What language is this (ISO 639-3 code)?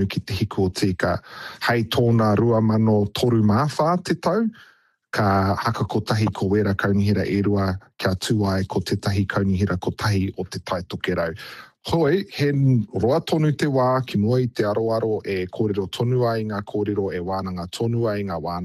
mri